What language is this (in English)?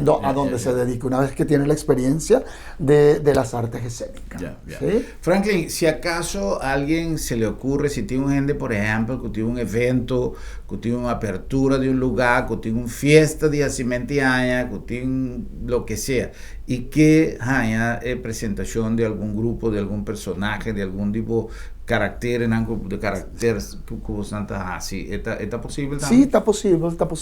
Papiamento